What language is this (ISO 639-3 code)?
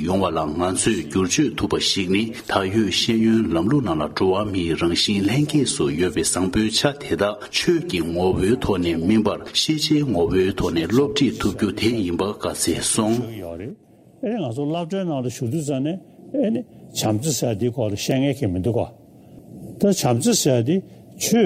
bod